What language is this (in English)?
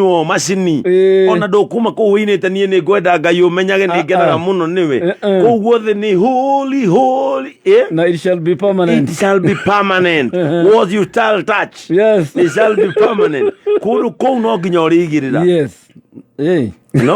Kikuyu